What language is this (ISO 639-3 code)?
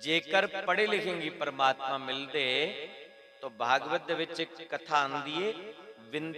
doi